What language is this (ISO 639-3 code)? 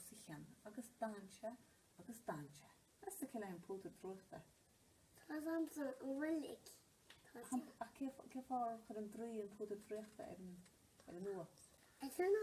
gle